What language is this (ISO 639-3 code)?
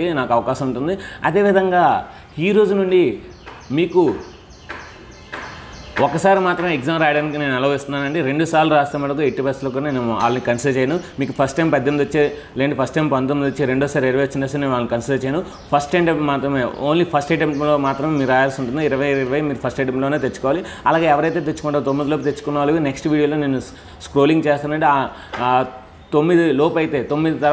tel